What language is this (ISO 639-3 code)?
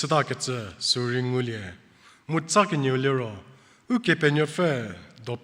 njm